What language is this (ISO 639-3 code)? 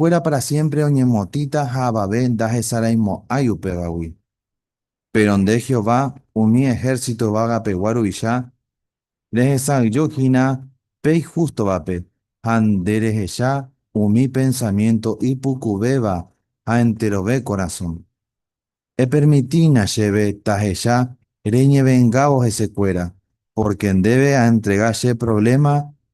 grn